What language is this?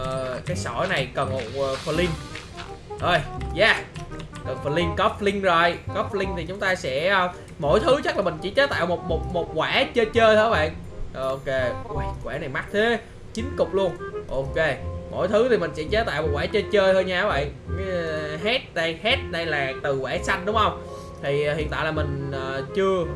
Vietnamese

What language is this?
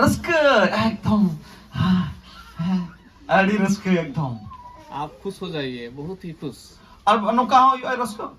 Santali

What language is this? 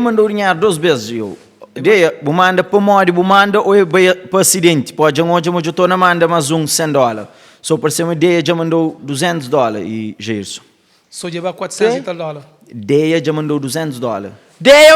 Kabuverdianu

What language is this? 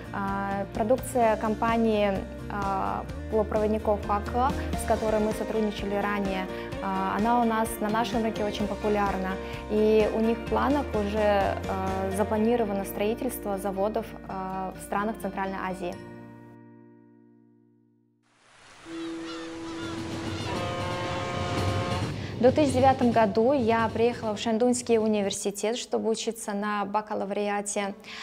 Russian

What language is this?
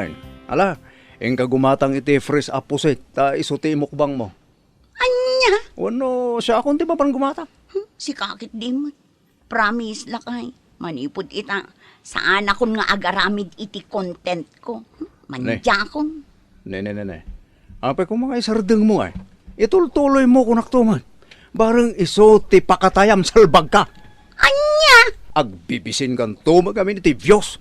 Iloko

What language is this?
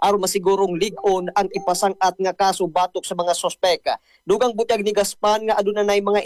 Cebuano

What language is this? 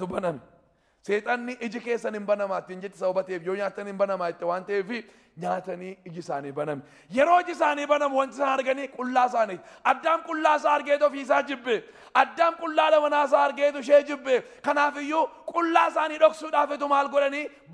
Oromo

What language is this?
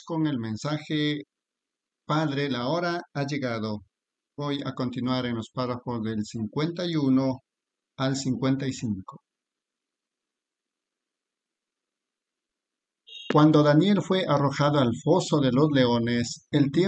Spanish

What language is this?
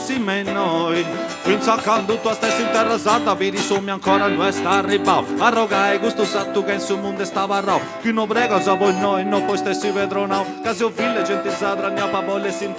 Sardinian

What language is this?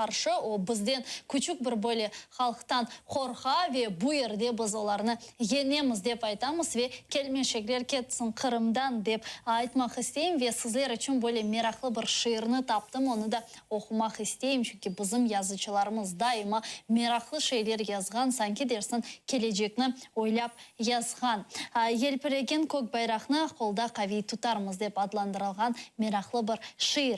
Crimean Tatar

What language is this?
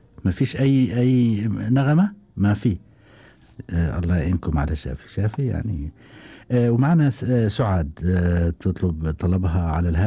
Gulf Arabic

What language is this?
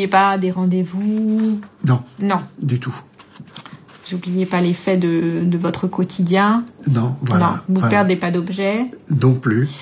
French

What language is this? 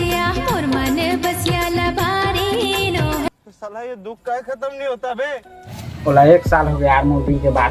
Chhattisgarhi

